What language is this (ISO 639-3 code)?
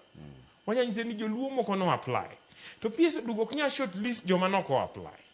luo